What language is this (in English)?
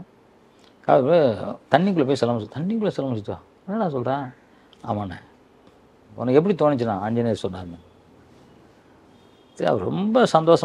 Tamil